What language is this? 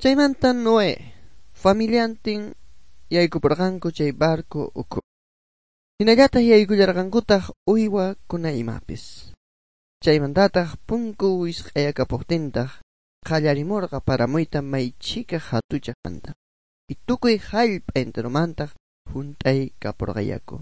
South Bolivian Quechua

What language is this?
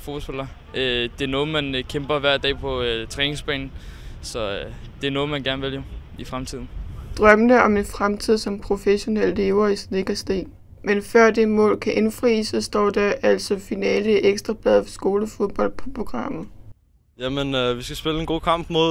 Danish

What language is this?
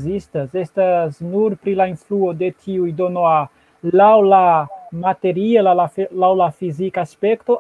Esperanto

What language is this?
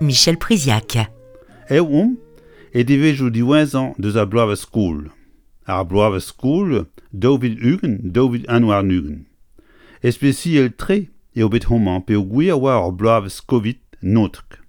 Breton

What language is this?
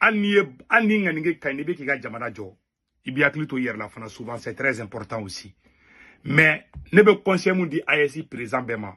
Bambara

